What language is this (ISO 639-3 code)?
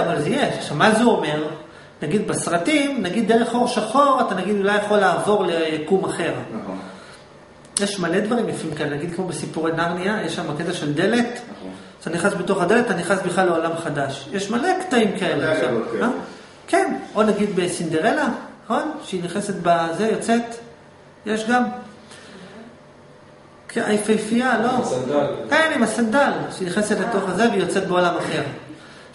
heb